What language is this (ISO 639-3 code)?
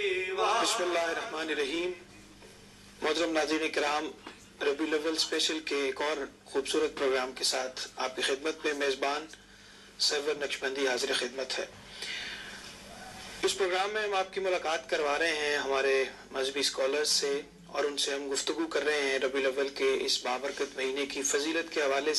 urd